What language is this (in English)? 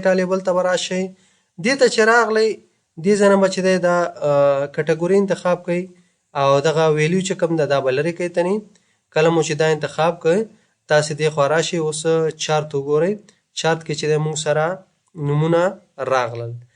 Pashto